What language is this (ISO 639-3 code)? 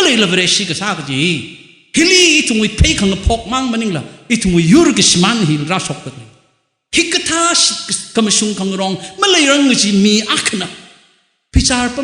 nmf